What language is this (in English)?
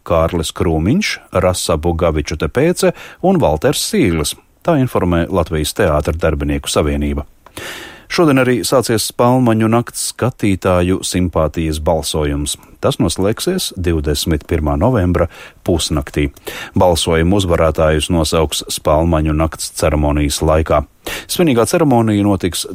Latvian